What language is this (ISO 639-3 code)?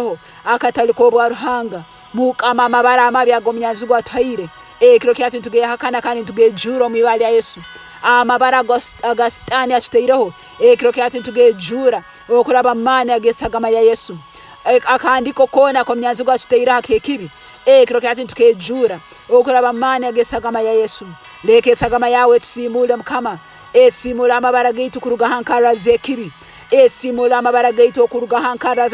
ttj